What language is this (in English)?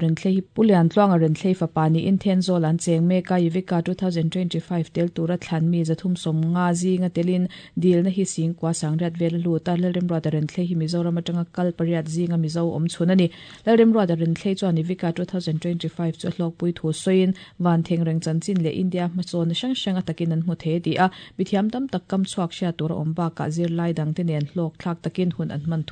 Mizo